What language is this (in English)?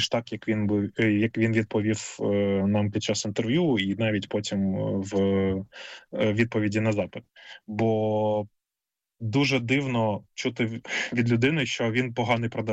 Ukrainian